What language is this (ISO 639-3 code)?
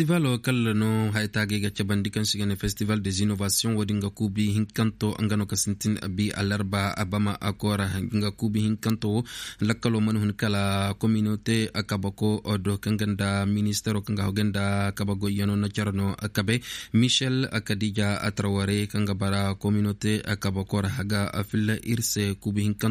ses